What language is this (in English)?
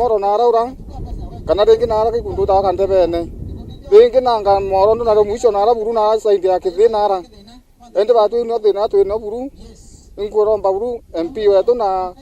Meru